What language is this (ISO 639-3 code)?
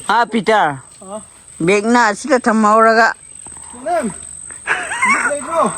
mni